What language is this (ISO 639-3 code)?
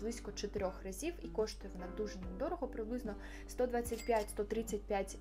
ukr